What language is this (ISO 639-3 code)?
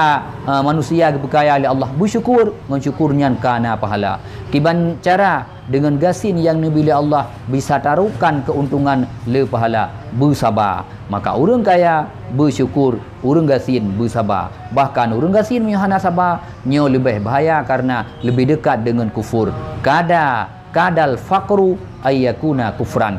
ace